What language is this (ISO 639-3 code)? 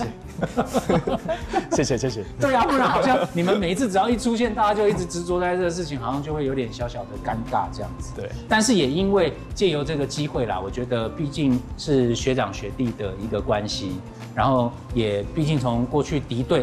zho